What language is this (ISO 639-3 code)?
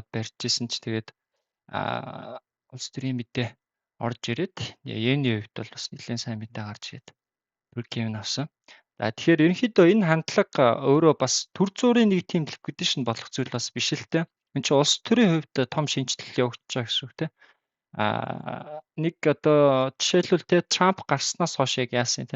mon